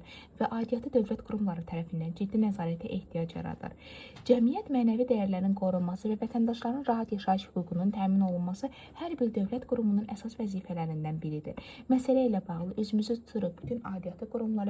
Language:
Azerbaijani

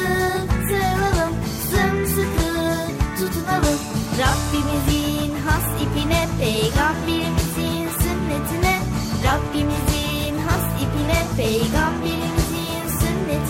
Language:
Turkish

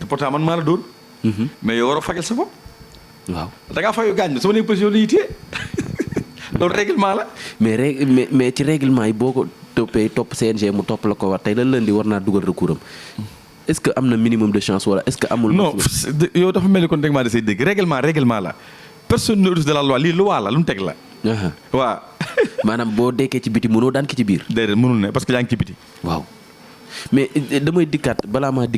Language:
Wolof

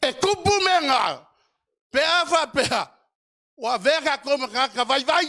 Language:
Samoan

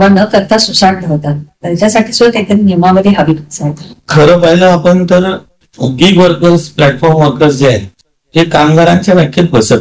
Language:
Marathi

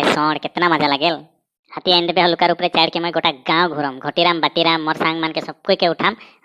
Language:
Sadri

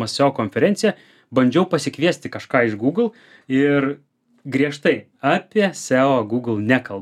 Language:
Lithuanian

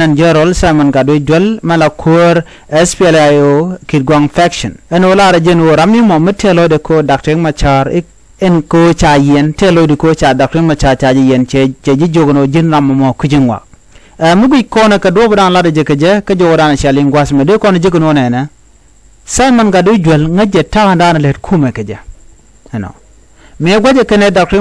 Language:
Nuer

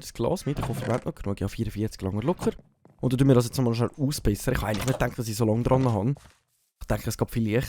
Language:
Swiss German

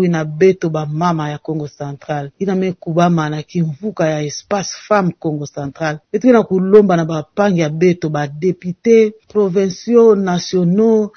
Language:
Kituba (Democratic Republic of Congo)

